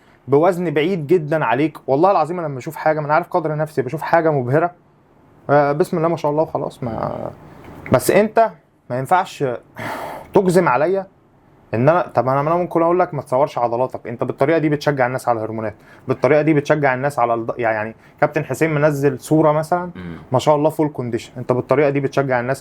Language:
Egyptian Arabic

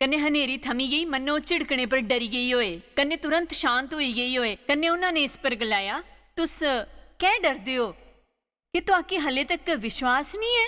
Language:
Dogri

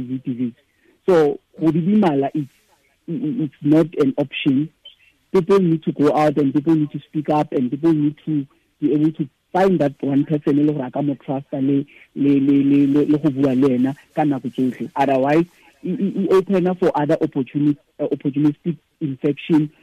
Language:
Tswana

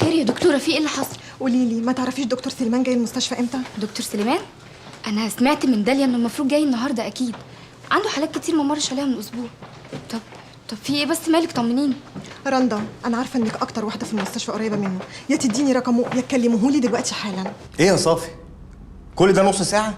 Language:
Egyptian Arabic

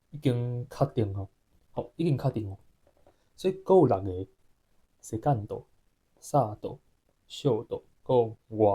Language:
Min Nan Chinese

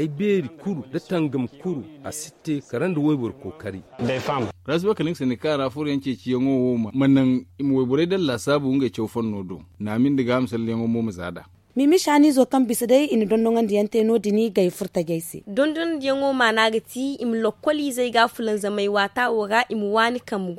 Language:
Zarma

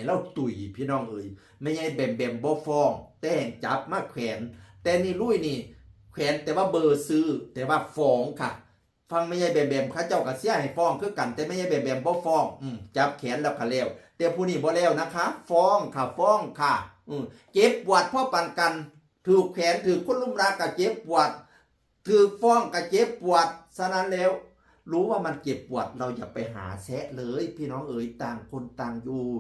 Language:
Northeastern Thai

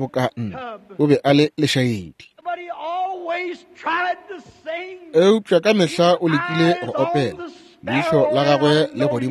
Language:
Northern Sotho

